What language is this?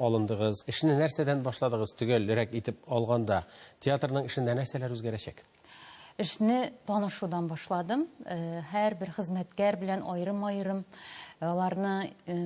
Tatar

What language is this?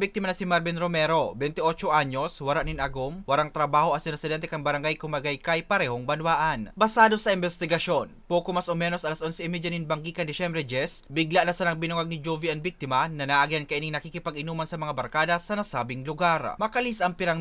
Bikol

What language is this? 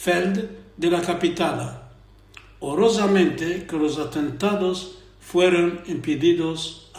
Ladino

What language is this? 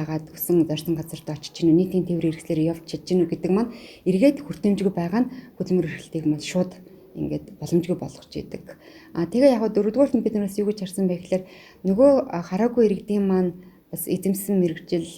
Mongolian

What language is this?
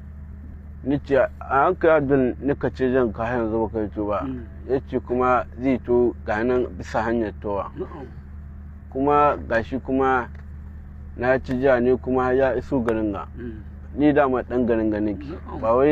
Hausa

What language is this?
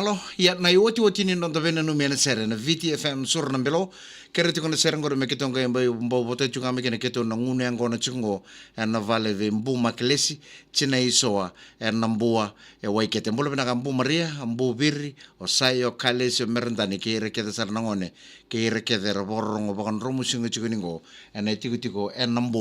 Fijian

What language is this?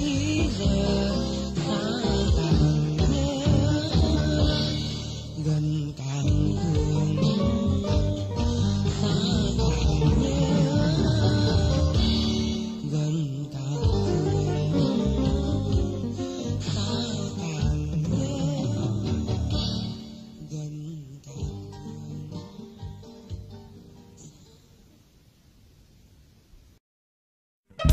Vietnamese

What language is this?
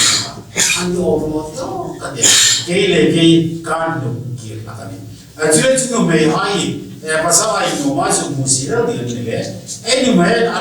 Hmar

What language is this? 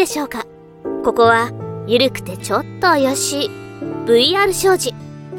Japanese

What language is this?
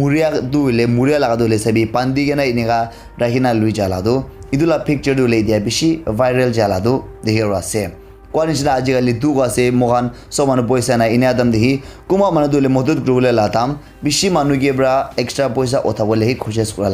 Naga Pidgin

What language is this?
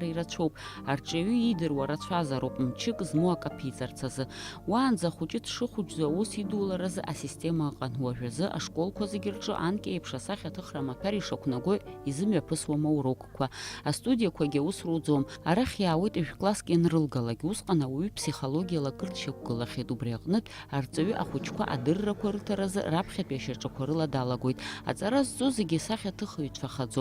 Abkhazian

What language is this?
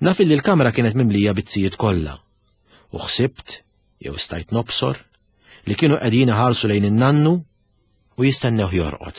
Maltese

